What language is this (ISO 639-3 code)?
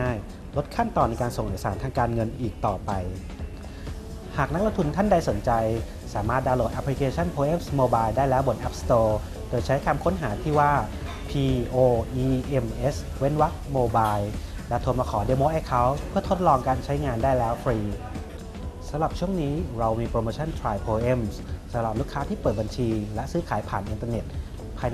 tha